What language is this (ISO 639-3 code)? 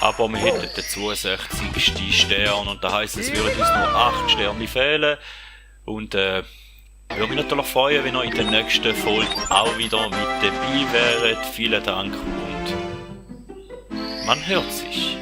gsw